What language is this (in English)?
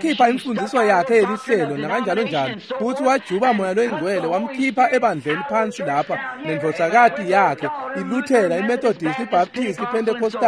Swati